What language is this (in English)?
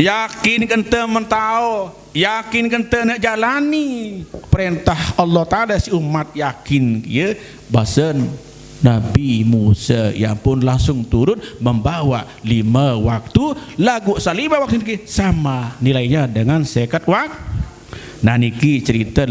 Sasak